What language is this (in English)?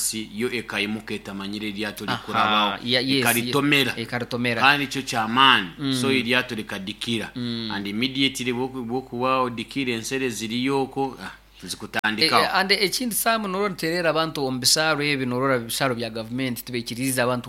Nyoro